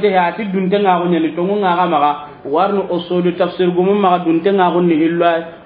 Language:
Soninke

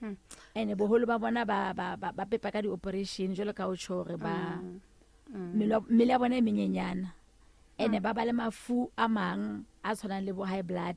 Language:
Southern Sotho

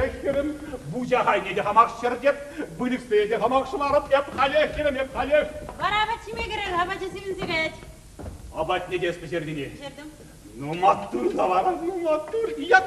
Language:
Chuvash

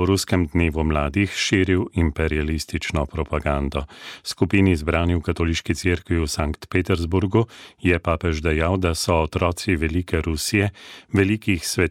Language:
Slovenian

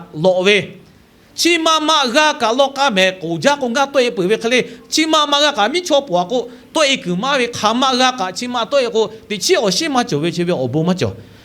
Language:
Lahu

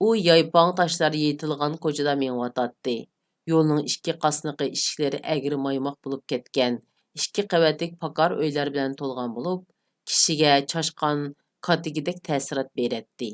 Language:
Uyghur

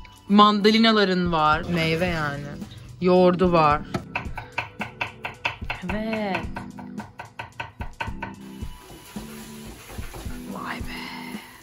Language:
Turkish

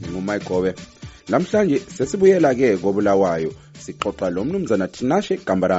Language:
North Ndebele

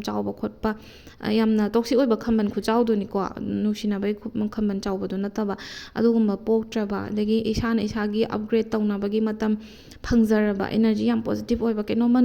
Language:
Manipuri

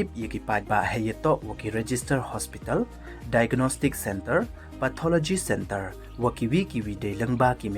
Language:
Pnar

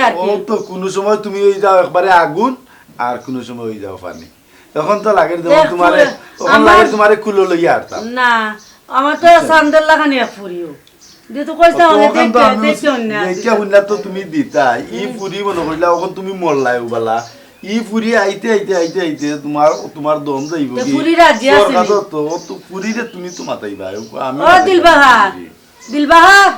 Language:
Sylheti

